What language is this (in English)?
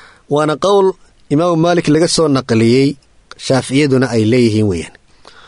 Somali